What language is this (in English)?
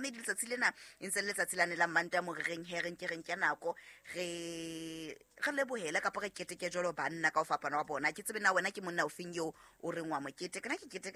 Southern Sotho